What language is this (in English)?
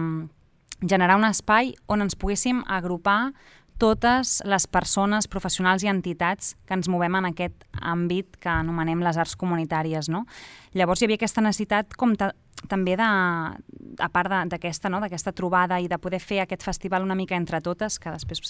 Catalan